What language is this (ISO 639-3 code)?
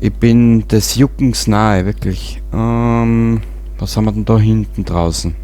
bar